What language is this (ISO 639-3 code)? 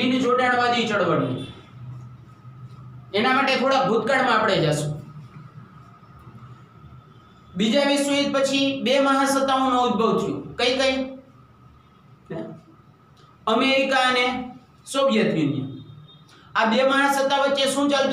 guj